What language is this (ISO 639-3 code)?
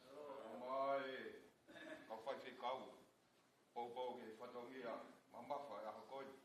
ton